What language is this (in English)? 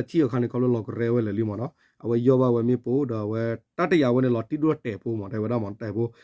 S'gaw Karen